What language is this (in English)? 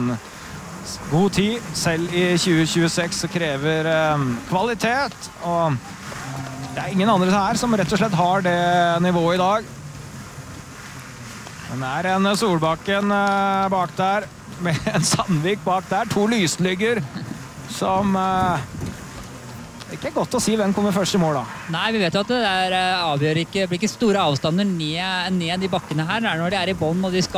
Norwegian